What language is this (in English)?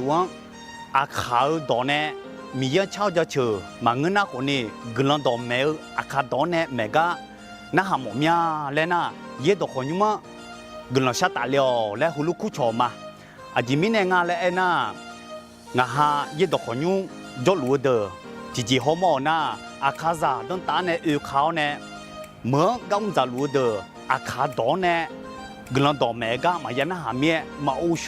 Akha